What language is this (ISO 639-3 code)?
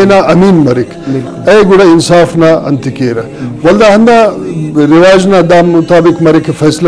brh